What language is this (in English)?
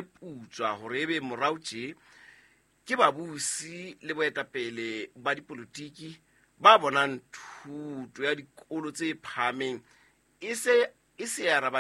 Southern Sotho